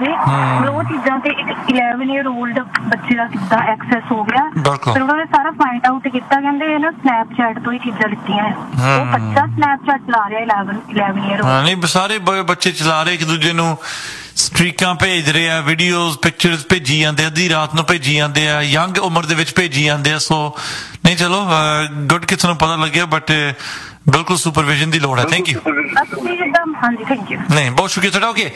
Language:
Punjabi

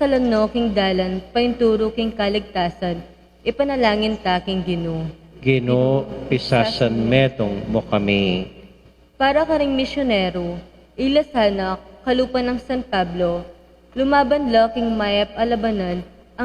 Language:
Pampanga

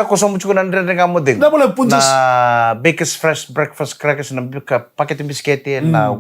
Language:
Fijian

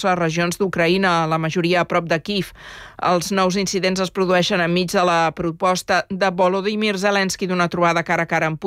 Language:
Catalan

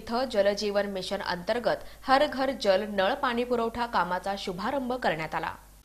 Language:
Marathi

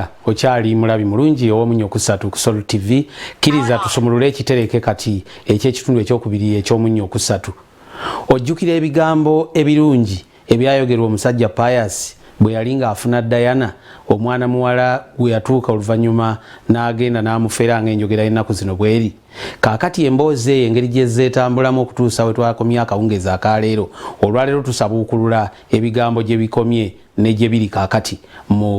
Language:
Ganda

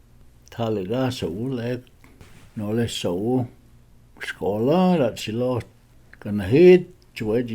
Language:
Cherokee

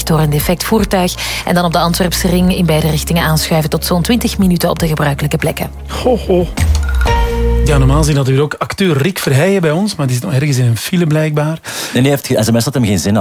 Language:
Dutch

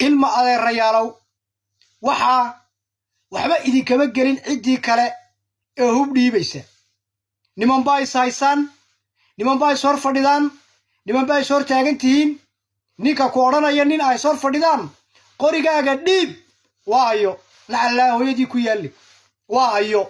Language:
Somali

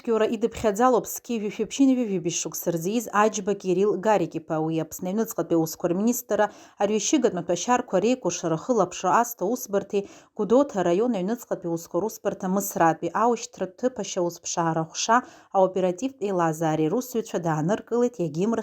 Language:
Abkhazian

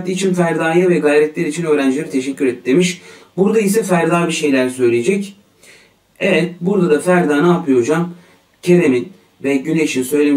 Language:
Turkish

